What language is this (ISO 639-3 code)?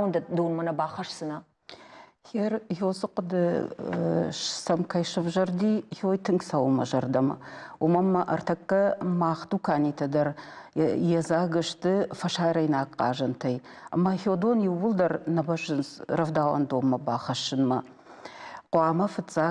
oss